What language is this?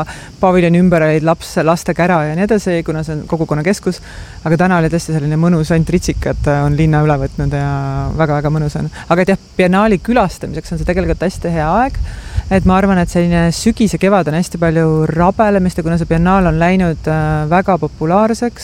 Estonian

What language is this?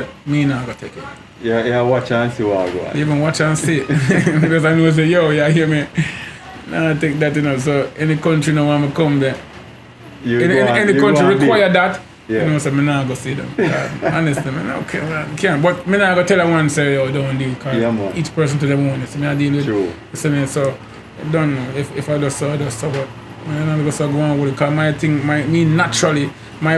Jamaican Creole English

